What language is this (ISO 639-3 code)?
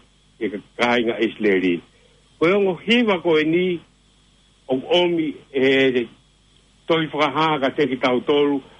ton